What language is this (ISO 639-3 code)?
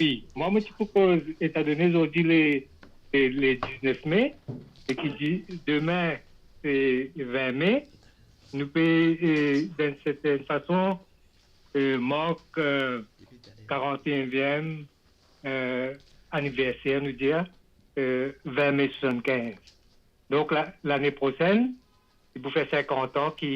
mfe